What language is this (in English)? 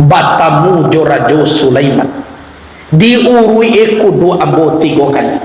Minangkabau